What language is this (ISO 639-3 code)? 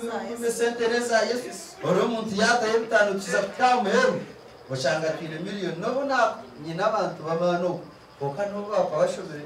nyn